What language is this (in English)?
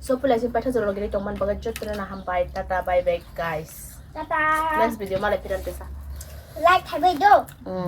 Kok Borok